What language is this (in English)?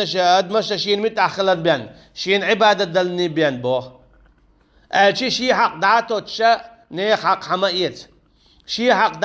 Chechen